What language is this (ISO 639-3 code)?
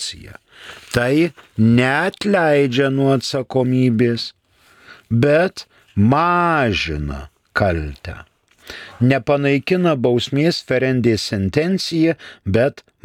lit